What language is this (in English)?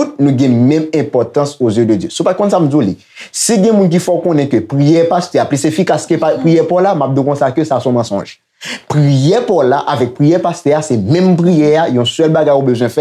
Haitian Creole